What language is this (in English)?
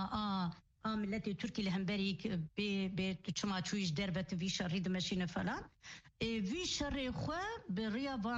Kurdish